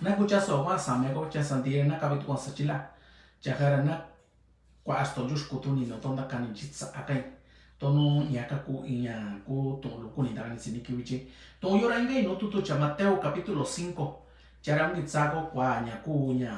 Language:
Mixtepec Mixtec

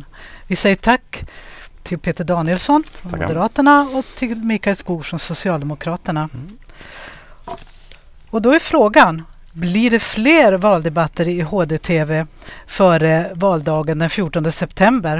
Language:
Swedish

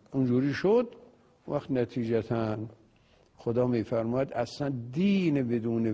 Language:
Persian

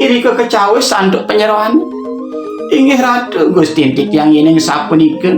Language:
Balinese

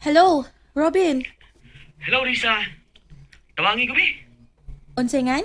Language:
Cebuano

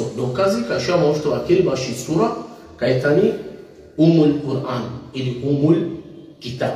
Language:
Balkan Romani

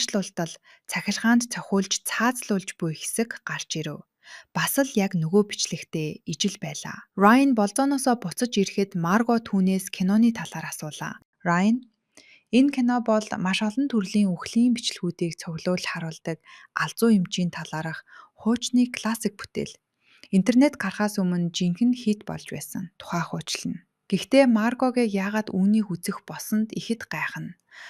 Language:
Mongolian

